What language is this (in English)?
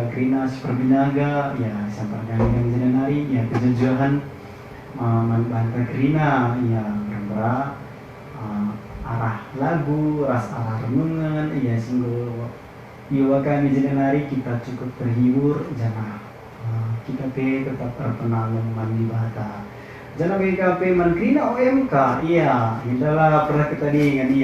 Batak Karo